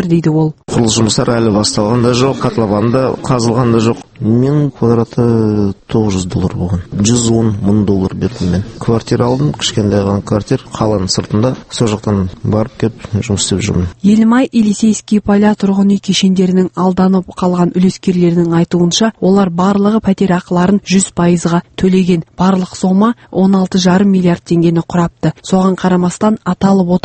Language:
Kazakh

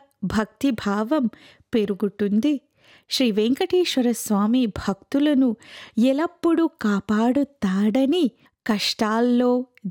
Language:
Telugu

